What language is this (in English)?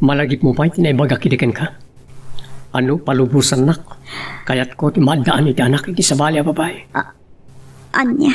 Iloko